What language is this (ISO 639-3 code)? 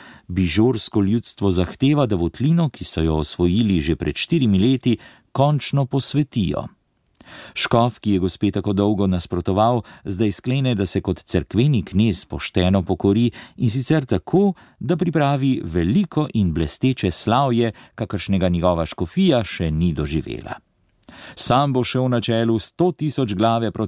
slv